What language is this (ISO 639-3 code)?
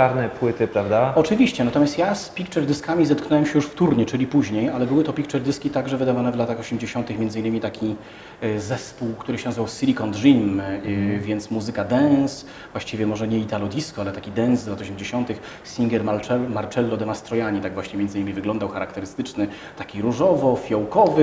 pol